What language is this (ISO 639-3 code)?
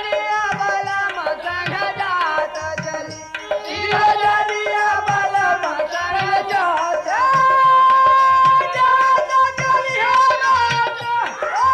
bho